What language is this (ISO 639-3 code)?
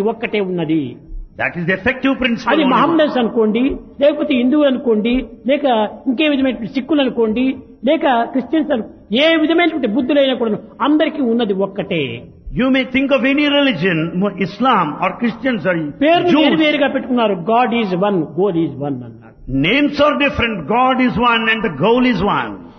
tel